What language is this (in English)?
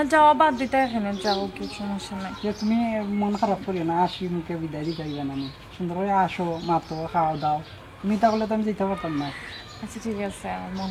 Sylheti